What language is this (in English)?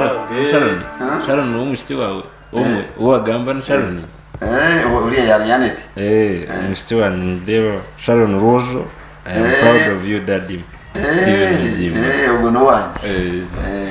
Nyankole